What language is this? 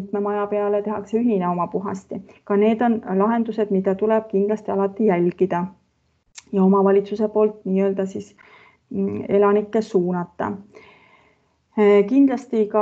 Estonian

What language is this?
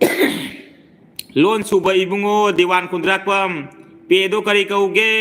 Manipuri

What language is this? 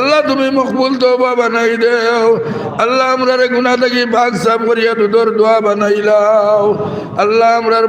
Sylheti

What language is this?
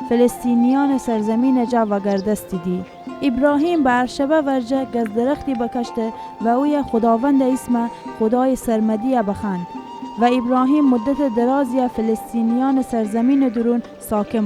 Gilaki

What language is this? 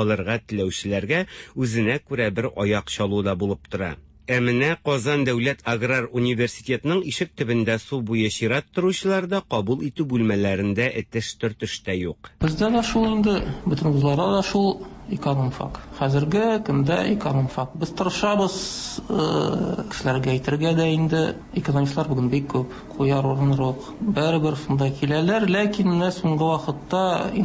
Tatar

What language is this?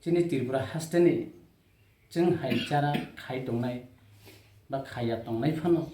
Kok Borok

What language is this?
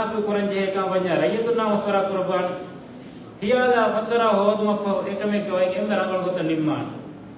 Divehi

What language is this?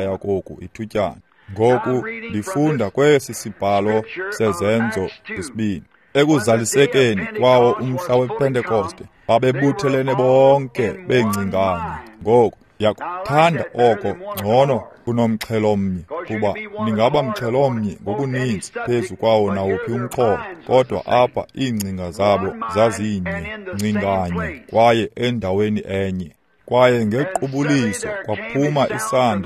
Xhosa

